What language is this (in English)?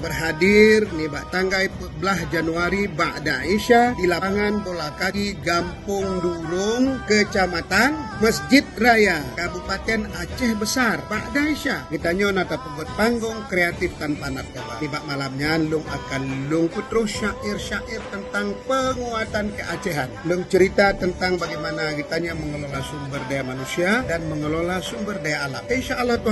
Achinese